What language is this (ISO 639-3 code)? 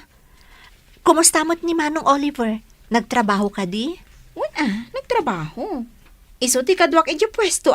ilo